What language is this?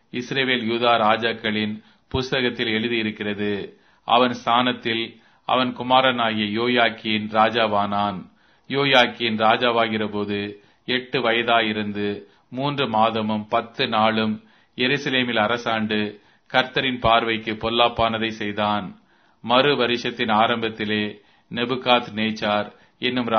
Tamil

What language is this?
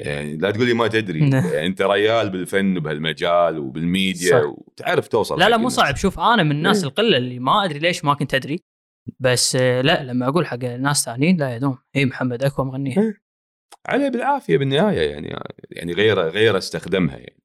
Gulf Arabic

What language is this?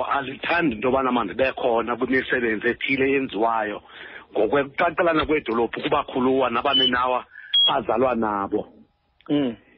Xhosa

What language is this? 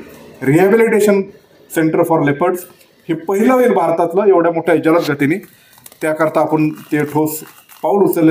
Marathi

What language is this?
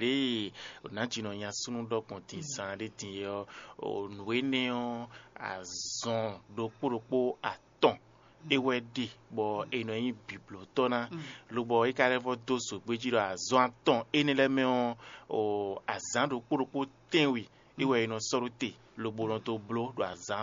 Fon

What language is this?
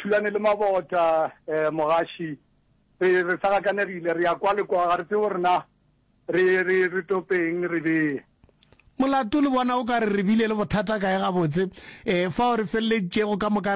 Northern Sotho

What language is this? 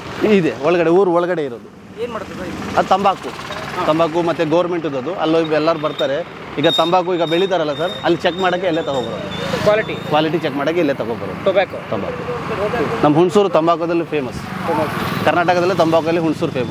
Kannada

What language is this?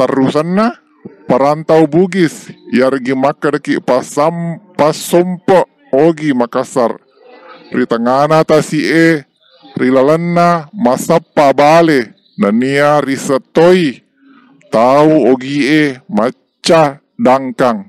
Buginese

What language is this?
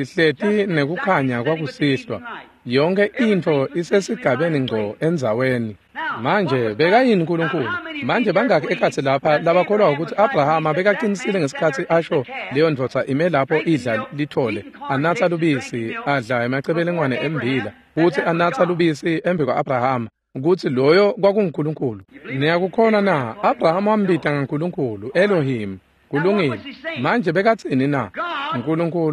Swati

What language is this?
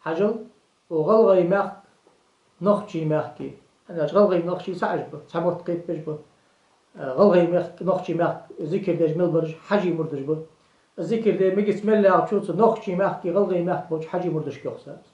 Ingush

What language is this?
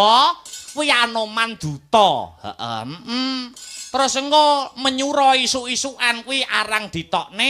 Javanese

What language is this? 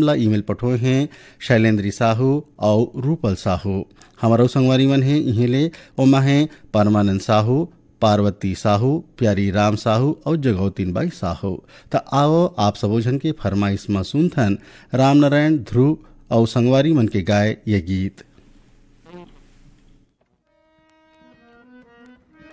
Chhattisgarhi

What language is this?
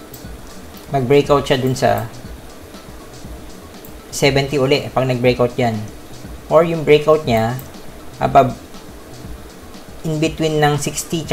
Filipino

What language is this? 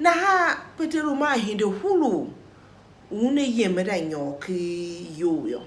Tiv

